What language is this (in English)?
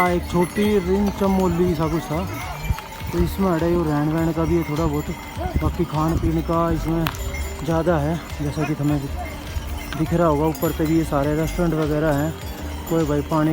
Haryanvi